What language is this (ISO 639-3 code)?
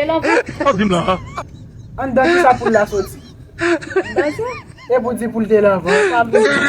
hat